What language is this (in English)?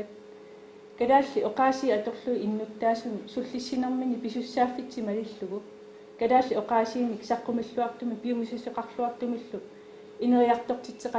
Kalaallisut